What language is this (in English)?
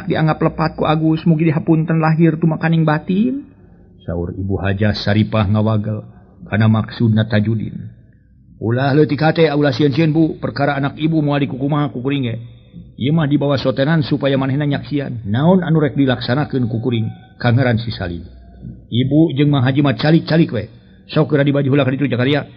Sundanese